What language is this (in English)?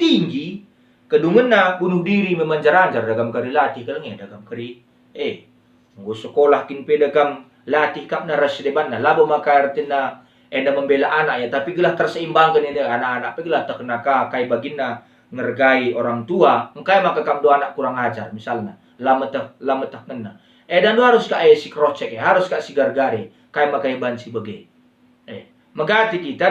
Batak Karo